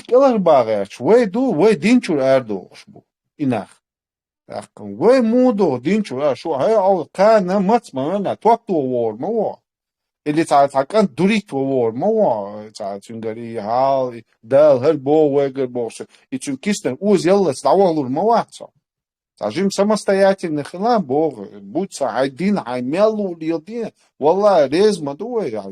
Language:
Chechen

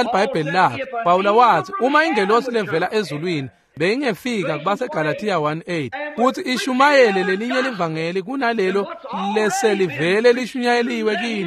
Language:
Swati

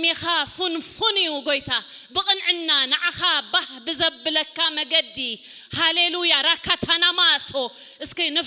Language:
Tigrinya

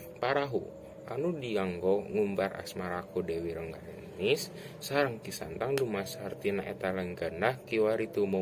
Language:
Sundanese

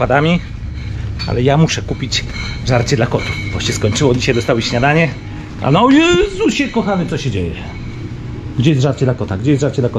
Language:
Polish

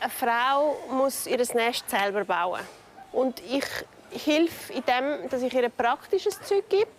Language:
Swiss German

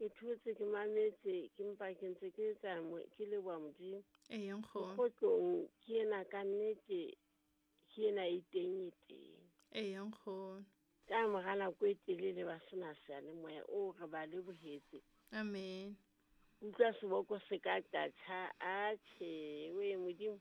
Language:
Southern Sotho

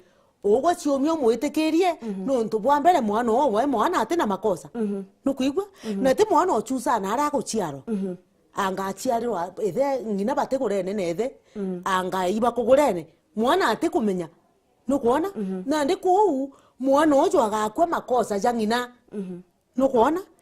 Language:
Meru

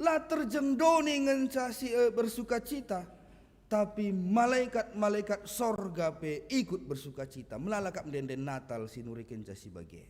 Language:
Batak Karo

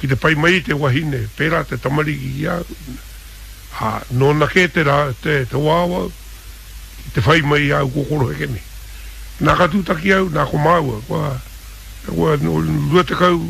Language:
Māori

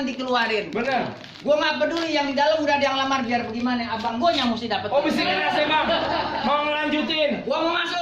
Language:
Betawi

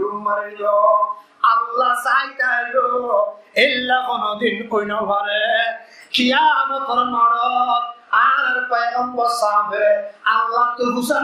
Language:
Rohingya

